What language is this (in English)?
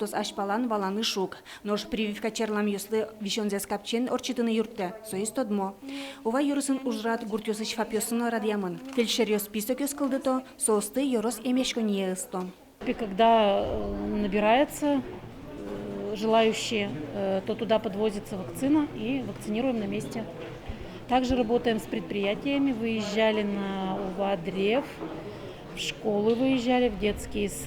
Udmurt